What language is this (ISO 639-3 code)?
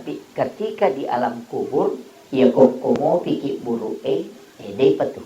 bug